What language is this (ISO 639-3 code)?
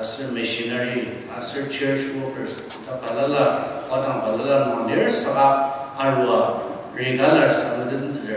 njo